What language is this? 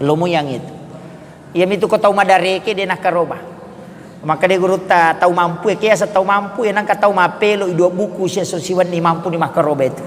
Buginese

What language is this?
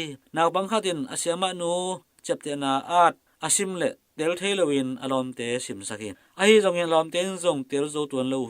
Tedim Chin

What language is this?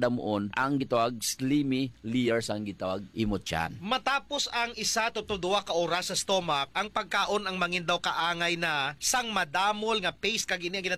Hiligaynon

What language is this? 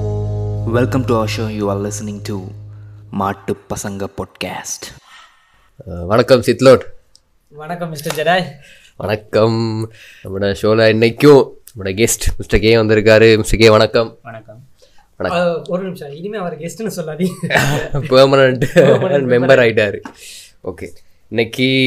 Tamil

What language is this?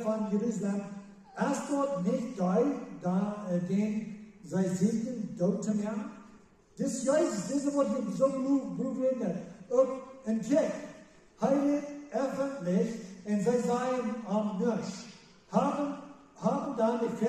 Plautdietsch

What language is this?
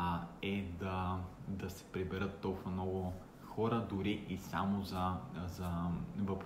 Bulgarian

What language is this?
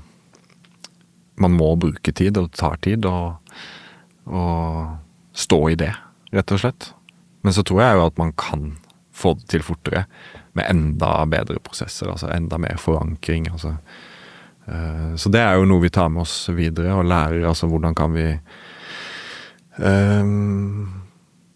Norwegian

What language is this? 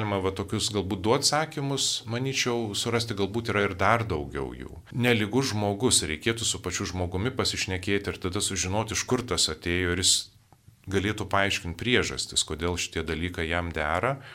Lithuanian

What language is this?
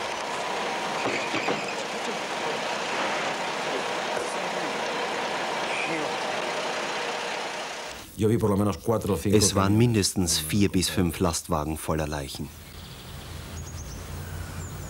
German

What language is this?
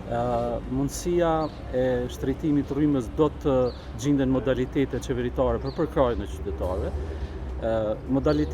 Albanian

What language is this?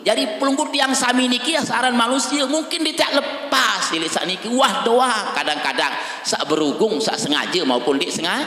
Sasak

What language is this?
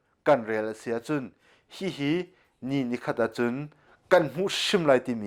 Hakha Chin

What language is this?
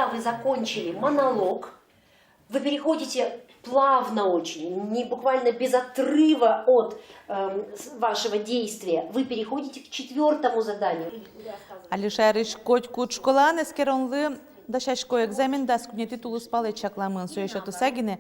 Udmurt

